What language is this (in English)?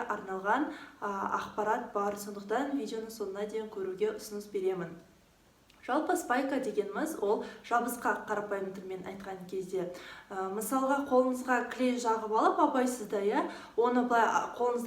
Kazakh